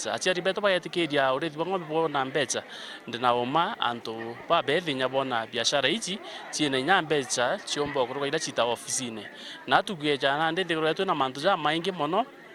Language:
Meru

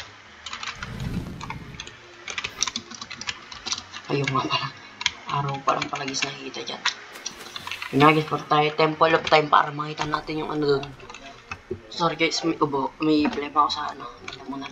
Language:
Filipino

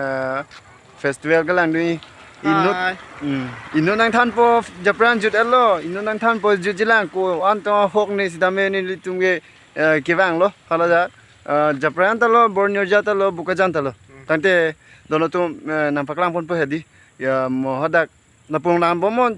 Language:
Karbi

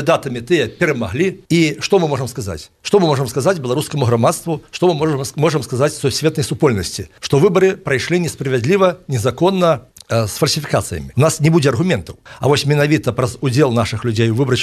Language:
Belarusian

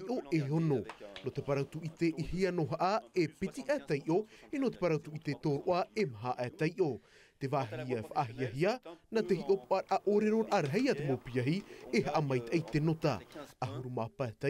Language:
Tahitian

